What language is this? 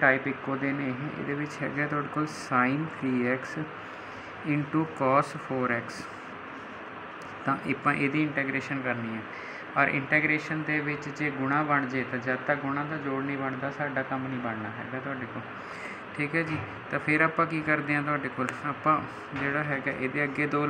Punjabi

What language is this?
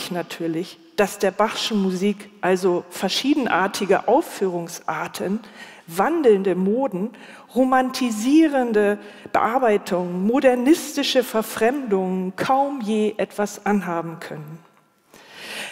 German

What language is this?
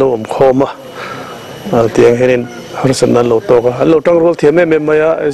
Mizo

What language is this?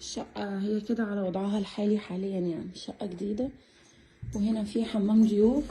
Egyptian Arabic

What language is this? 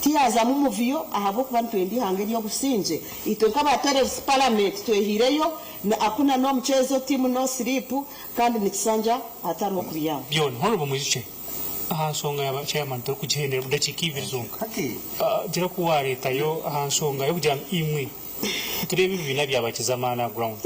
Nyankole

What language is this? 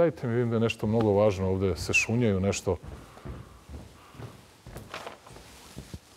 Serbian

